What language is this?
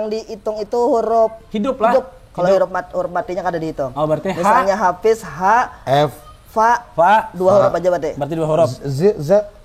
Banjar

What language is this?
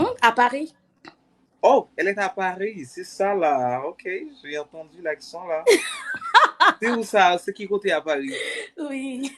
Haitian Creole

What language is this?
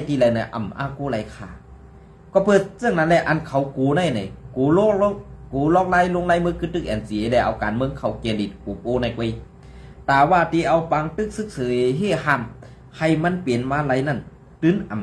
Shan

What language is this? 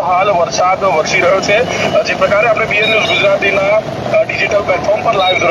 Gujarati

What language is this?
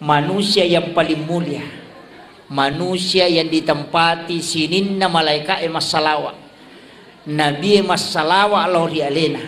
Buginese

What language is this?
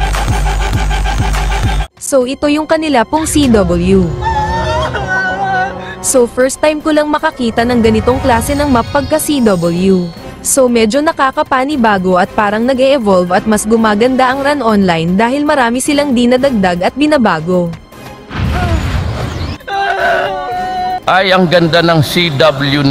Filipino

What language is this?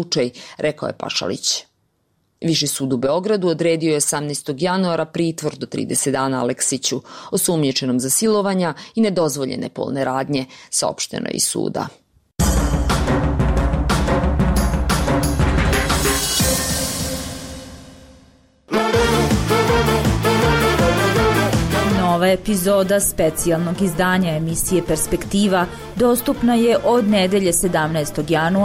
Serbian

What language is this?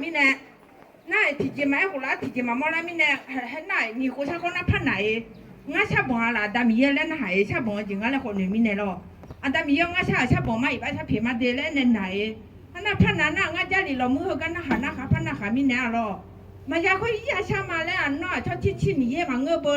Akha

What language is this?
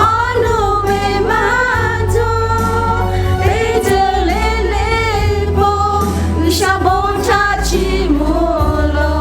Lahu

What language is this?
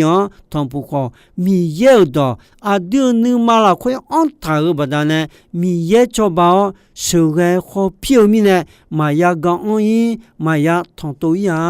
Akha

